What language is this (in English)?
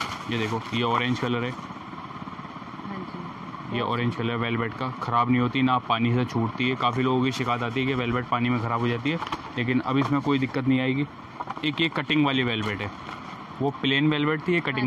Hindi